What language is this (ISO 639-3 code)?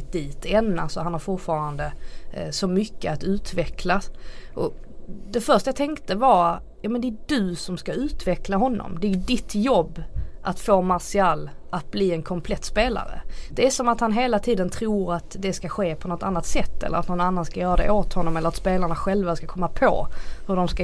swe